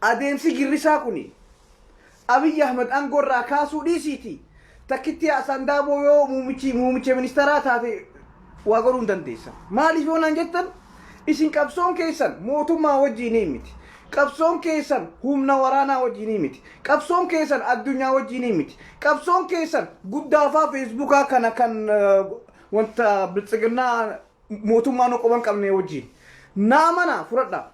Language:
Oromo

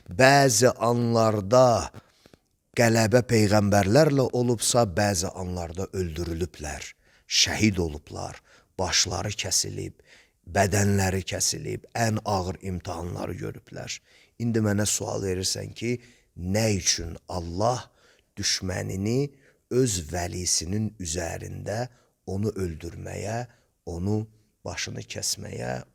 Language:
Azerbaijani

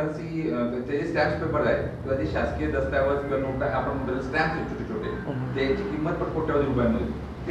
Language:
Marathi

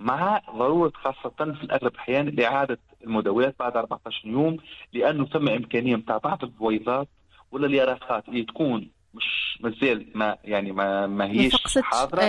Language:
Tunisian Arabic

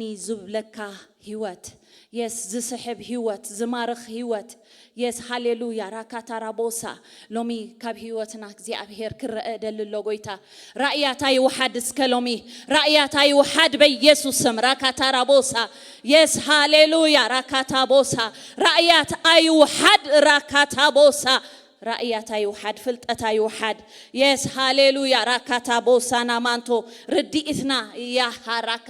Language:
Tigrinya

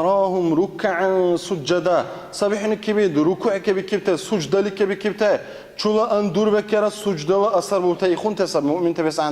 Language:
Dargwa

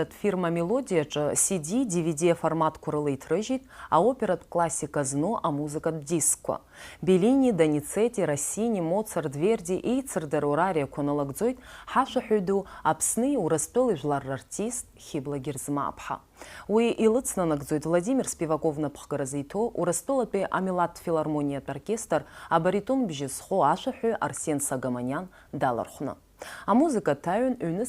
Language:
Abkhazian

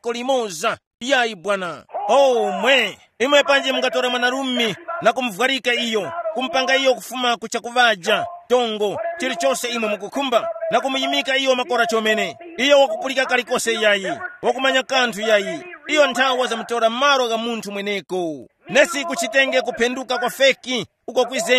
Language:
Tumbuka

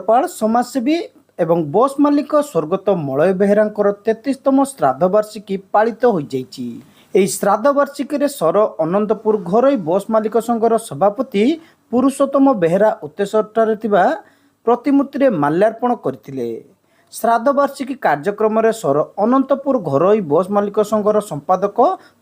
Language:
Odia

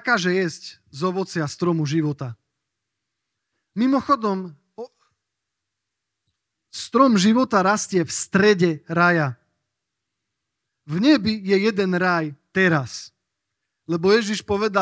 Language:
Slovak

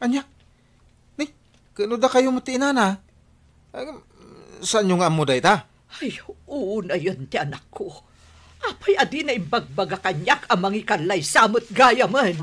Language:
Iloko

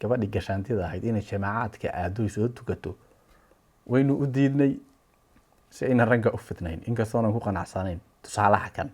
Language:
Somali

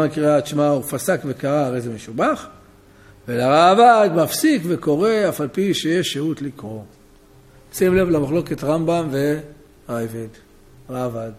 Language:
Hebrew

